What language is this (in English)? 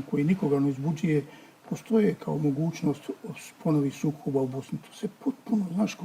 Bosnian